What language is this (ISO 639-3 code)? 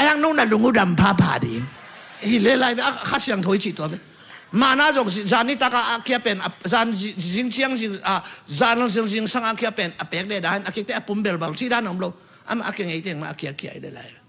ctd